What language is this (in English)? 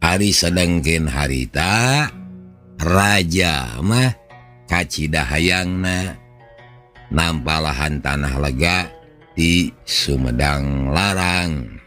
Sundanese